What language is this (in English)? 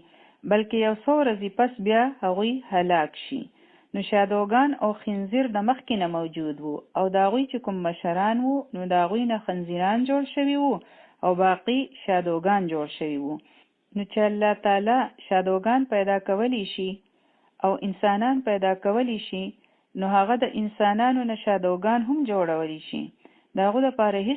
Pashto